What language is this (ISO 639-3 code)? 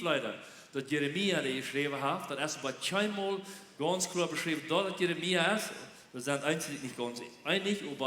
pdt